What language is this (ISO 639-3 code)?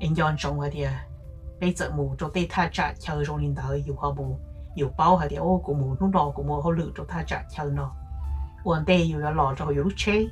hmn